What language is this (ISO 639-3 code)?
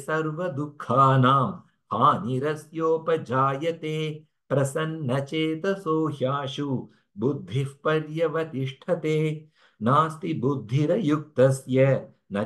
san